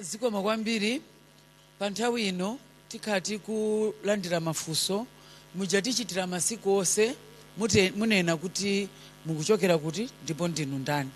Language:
Nyanja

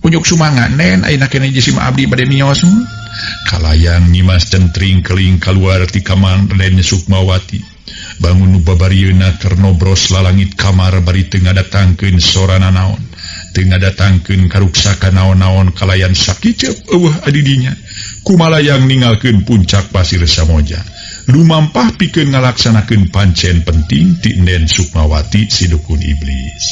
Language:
Sundanese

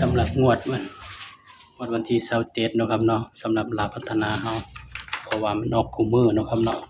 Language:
Northeastern Thai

